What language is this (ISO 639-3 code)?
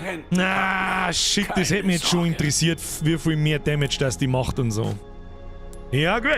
bar